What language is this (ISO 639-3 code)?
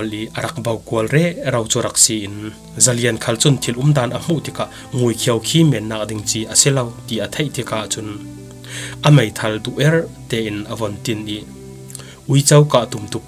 cfm